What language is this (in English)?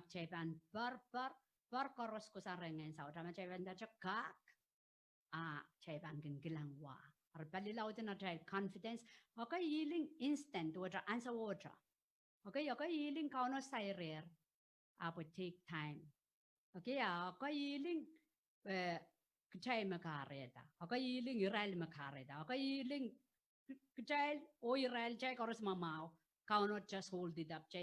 Pohnpeian